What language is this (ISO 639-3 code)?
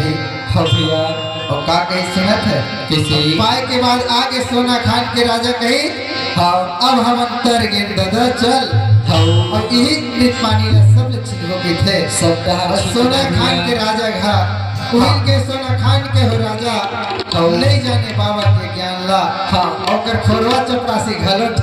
hne